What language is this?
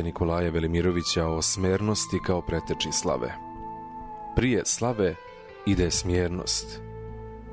Serbian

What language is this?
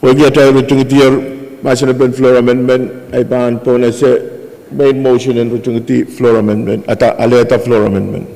Pohnpeian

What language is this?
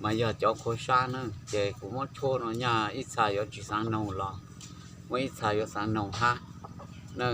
Hmong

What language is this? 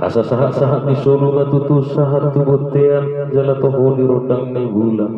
Batak Toba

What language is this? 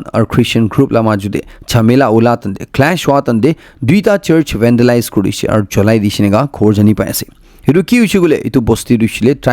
Naga Pidgin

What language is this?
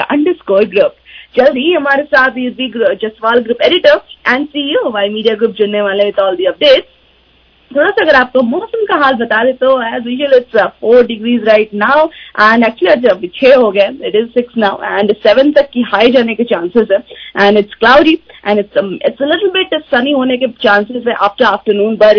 Hindi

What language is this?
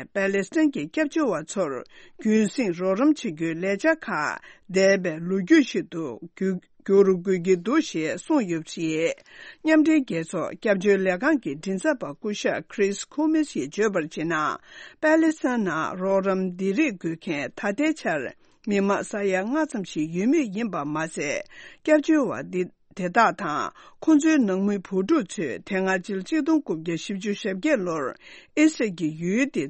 Tibetan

